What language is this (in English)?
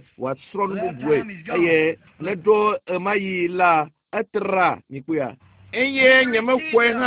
Ewe